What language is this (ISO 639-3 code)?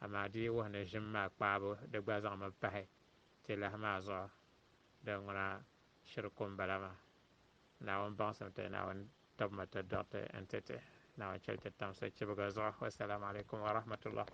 dag